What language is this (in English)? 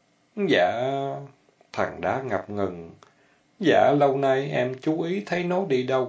Vietnamese